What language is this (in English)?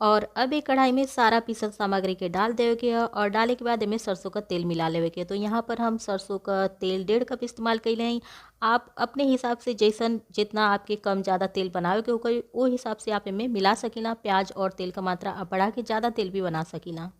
Bhojpuri